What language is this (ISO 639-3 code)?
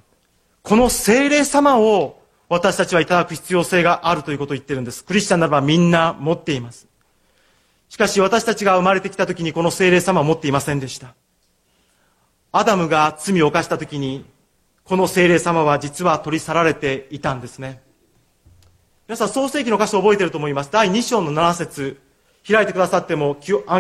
jpn